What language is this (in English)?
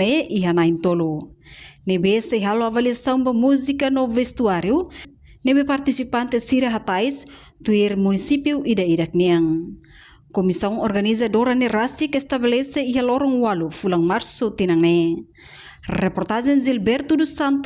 Tetum